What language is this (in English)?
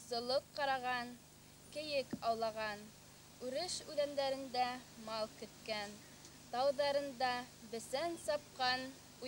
Bashkir